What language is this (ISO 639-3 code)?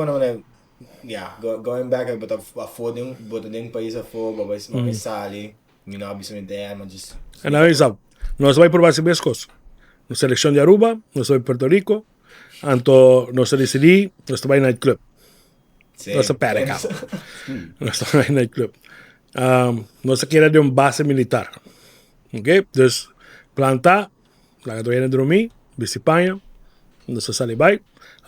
pap